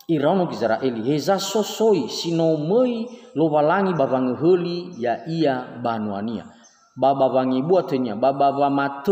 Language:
Nias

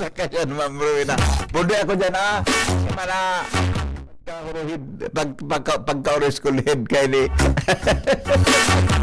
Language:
Bikol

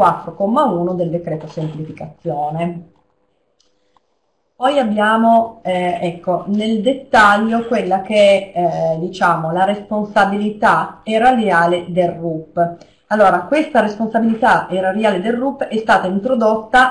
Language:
Italian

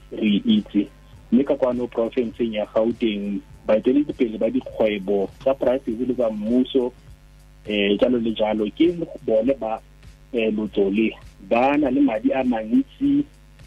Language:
Tswana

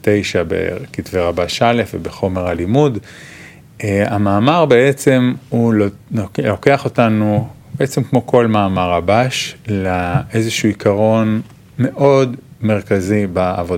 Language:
Hebrew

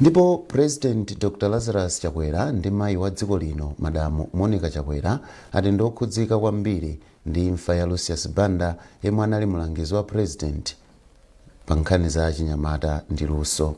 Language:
Nyanja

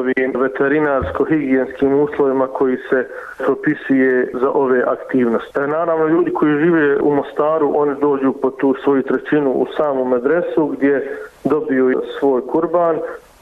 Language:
Bosnian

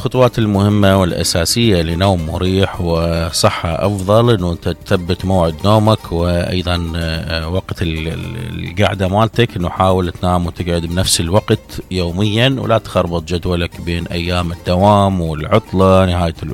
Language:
Mesopotamian Arabic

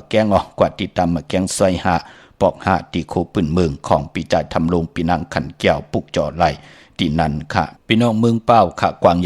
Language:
Shan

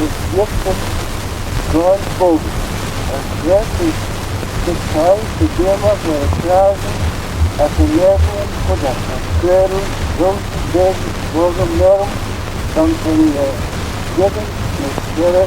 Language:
Manx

